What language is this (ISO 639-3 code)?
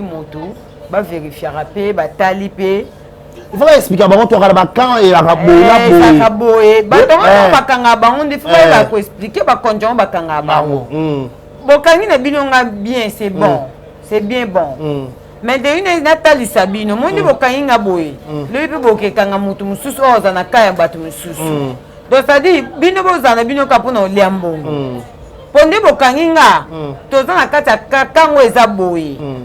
lin